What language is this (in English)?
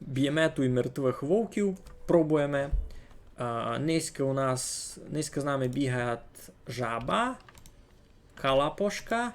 Rusyn